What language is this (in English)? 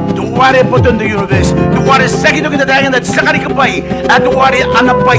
Gilbertese